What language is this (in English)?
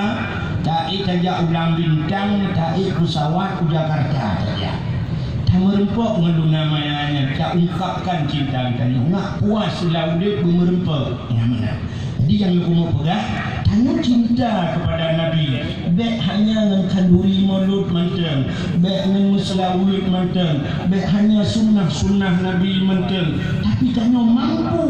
Achinese